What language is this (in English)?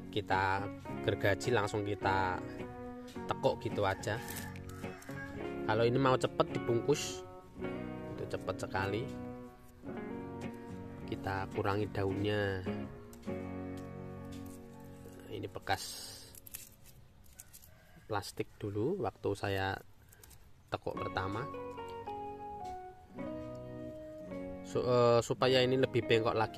Indonesian